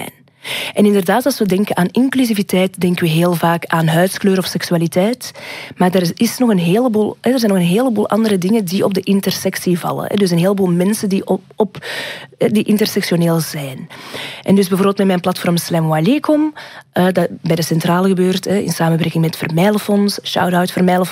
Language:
Dutch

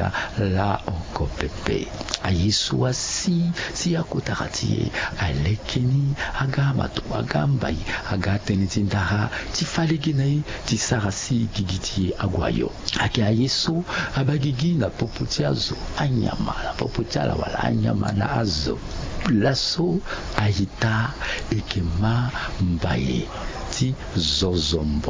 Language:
Sango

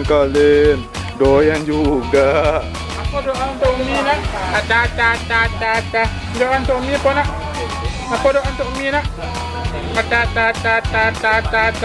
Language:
Minangkabau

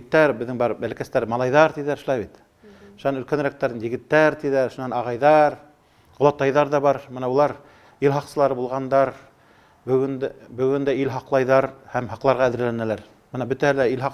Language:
Bashkir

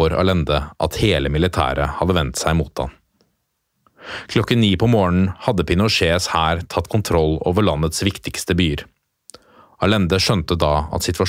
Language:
Norwegian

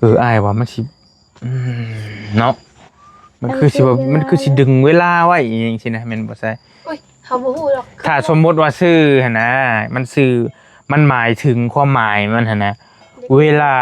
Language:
Northeastern Thai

